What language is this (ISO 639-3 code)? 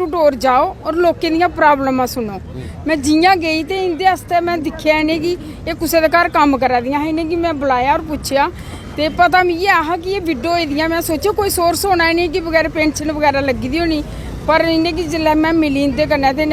doi